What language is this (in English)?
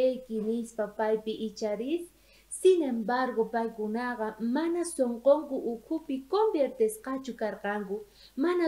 South Bolivian Quechua